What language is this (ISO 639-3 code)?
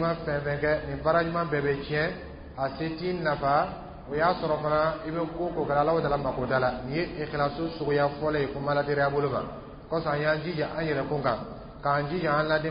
dyu